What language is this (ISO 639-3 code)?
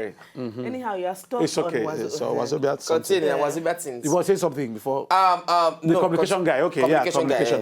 pcm